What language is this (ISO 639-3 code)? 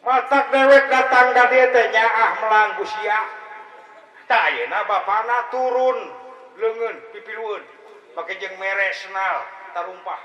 sun